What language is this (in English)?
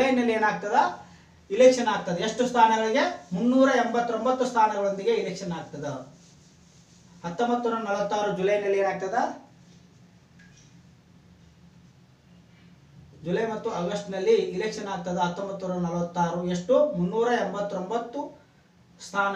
Kannada